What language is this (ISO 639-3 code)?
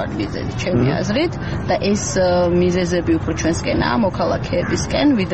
kat